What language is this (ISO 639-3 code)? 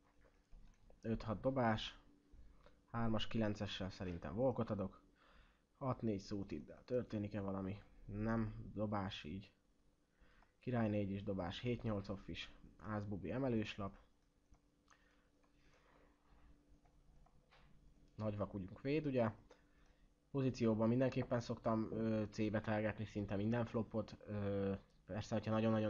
hun